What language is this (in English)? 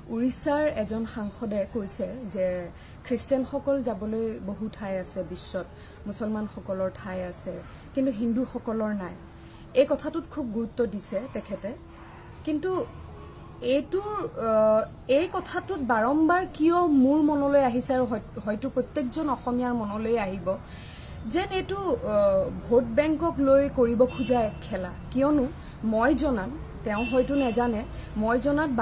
Assamese